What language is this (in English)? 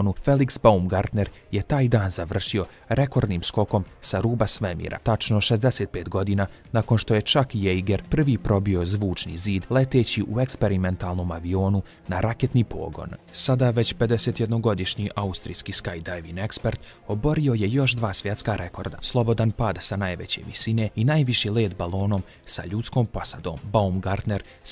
Bosnian